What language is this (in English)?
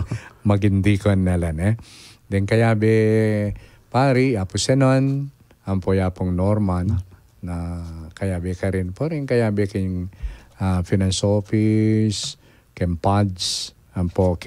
Pampanga